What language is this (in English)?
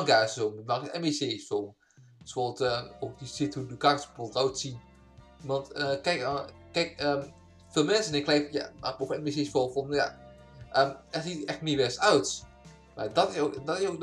Dutch